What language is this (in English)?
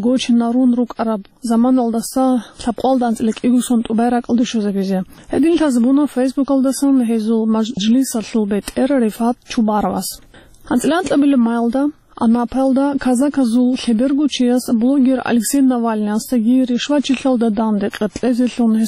Avaric